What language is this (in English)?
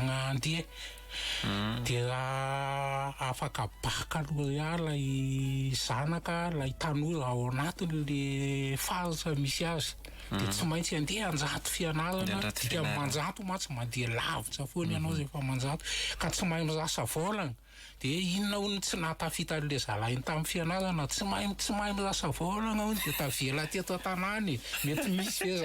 Malagasy